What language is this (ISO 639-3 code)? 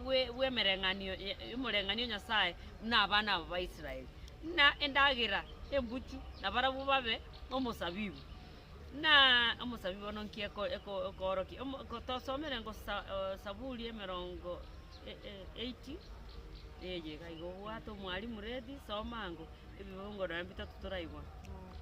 guz